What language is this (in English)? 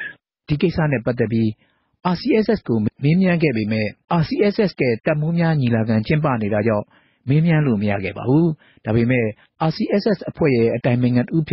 Burmese